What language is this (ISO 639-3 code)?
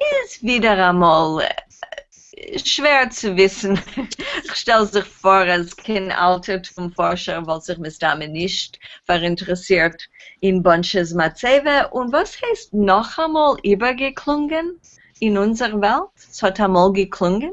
yid